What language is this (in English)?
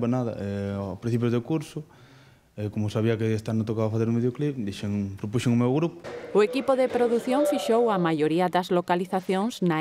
Galician